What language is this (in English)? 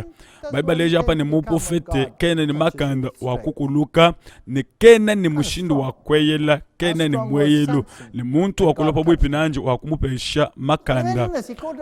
Luba-Lulua